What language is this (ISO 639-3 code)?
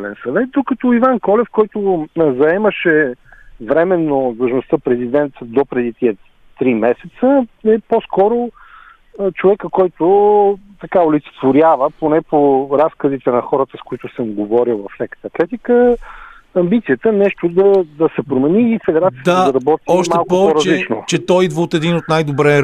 bul